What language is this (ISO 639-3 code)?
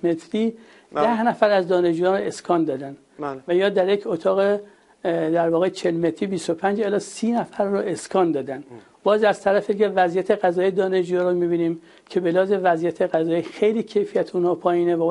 fas